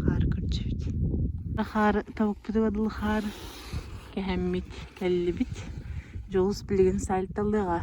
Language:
Yakut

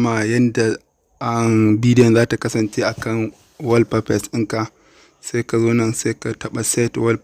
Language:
Hausa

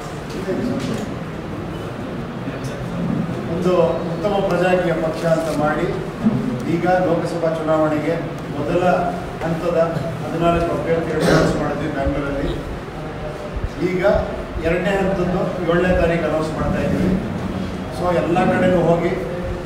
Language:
Kannada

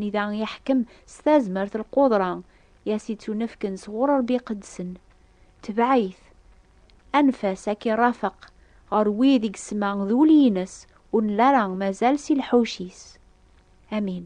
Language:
Kabyle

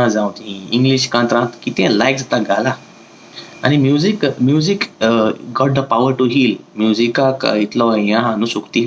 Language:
Konkani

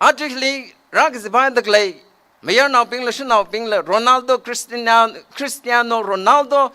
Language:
Tangkhul Naga (India)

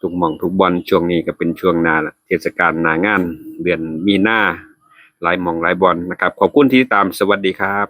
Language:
Northeastern Thai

